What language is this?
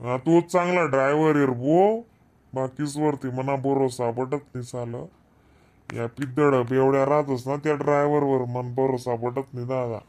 Khandesi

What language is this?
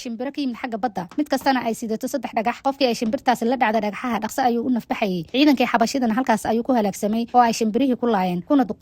Somali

